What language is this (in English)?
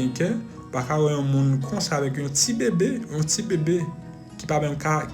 Haitian Creole